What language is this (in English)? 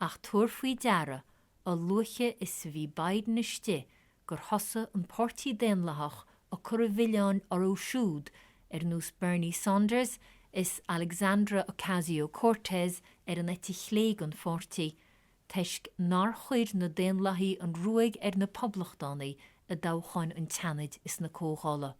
Irish